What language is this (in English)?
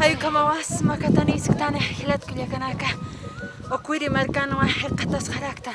Aymara